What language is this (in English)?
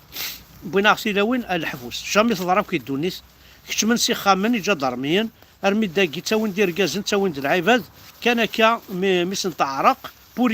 Kabyle